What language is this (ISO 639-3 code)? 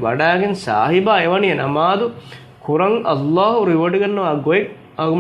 div